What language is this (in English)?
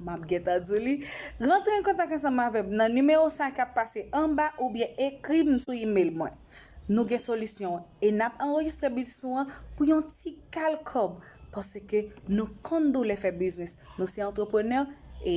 Haitian Creole